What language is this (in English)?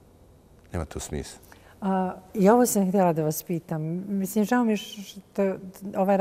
Bosnian